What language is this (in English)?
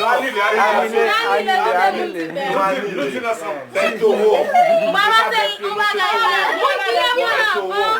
Haitian Creole